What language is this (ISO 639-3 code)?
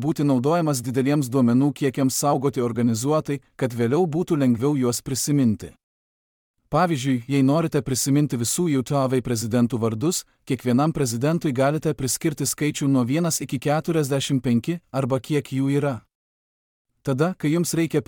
lit